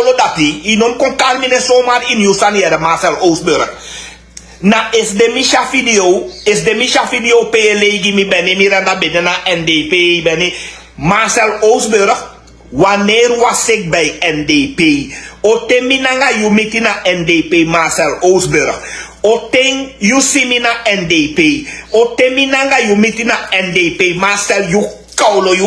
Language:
Sranan Tongo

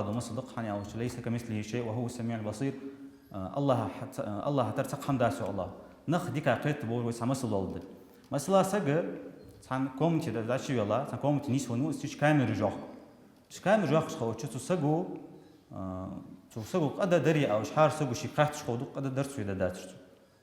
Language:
Ingush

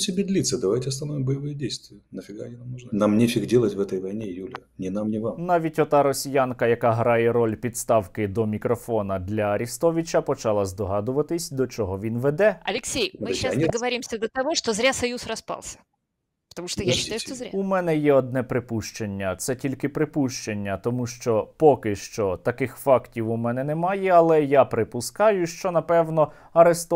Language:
Ukrainian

